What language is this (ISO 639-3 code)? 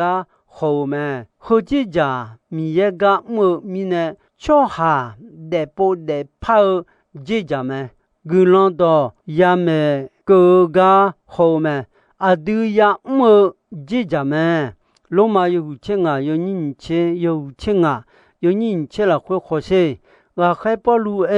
ahk